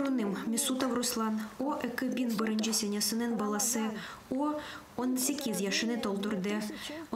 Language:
Crimean Tatar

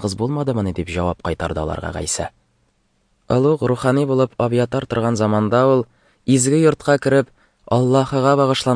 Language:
Tatar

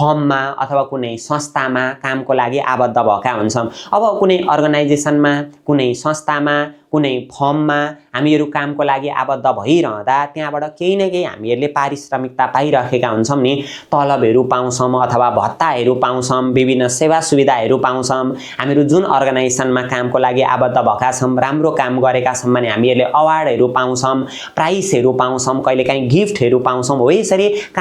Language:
Nepali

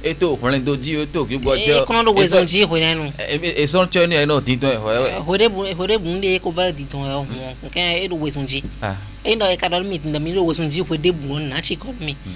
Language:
Fon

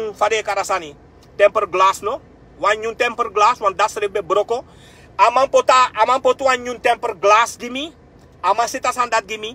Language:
Sranan Tongo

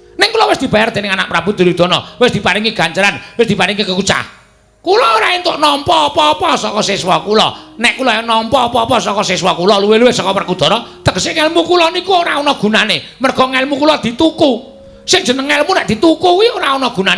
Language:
Javanese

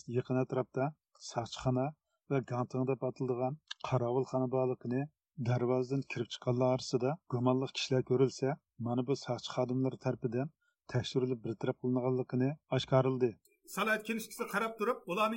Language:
Uyghur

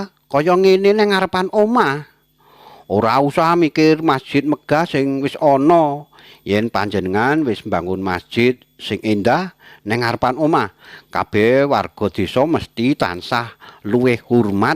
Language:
Javanese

